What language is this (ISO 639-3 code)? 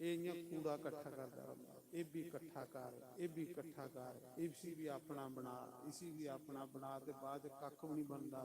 doi